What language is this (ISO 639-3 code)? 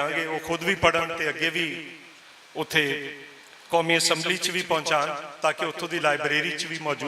lah